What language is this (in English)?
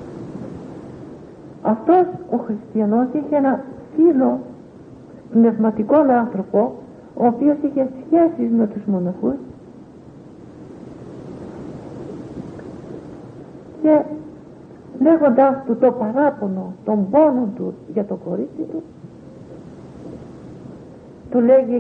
Greek